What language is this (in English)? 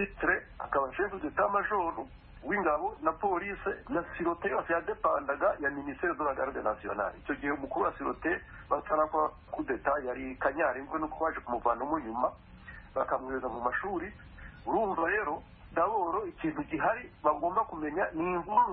Kinyarwanda